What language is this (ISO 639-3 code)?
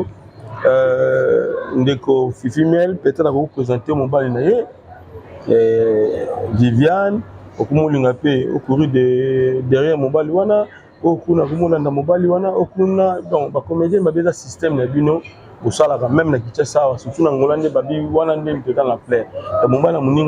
lin